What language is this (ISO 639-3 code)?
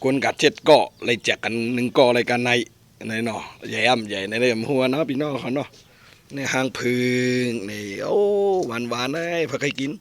shn